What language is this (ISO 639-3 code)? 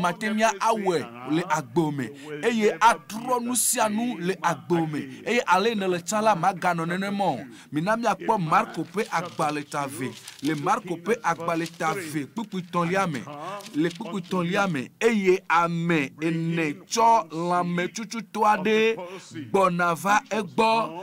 ewe